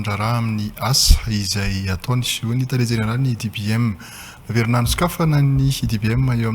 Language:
Malagasy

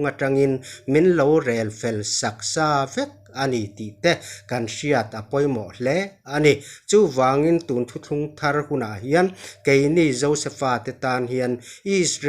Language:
Mizo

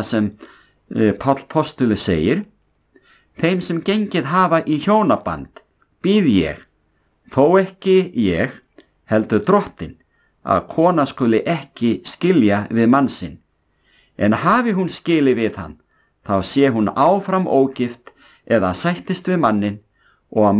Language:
Icelandic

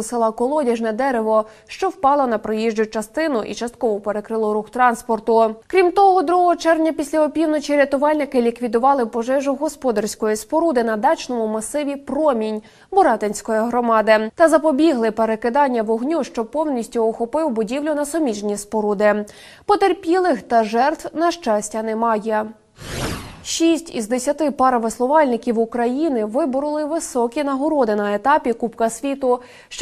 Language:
Ukrainian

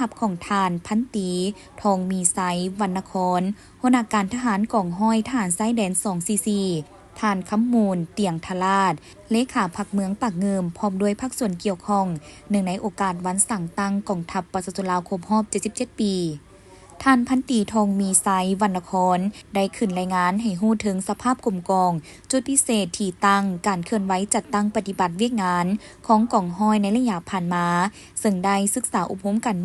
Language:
Lao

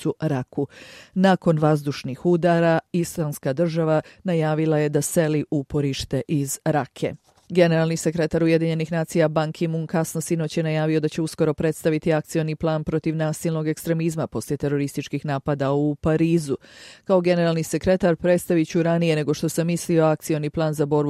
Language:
Bosnian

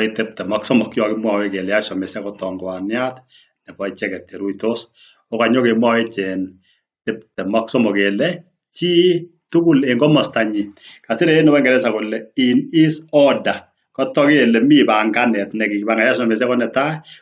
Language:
Kalenjin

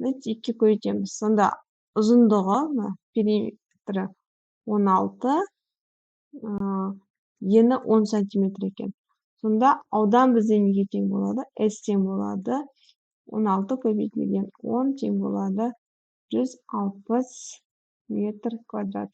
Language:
Kazakh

